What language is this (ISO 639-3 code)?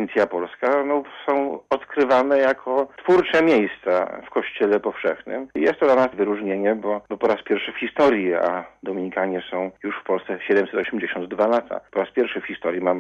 pol